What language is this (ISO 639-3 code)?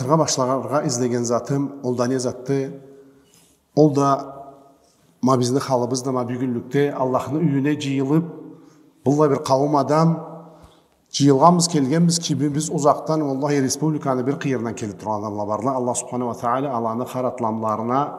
krc